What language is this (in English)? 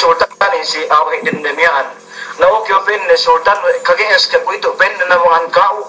Yakan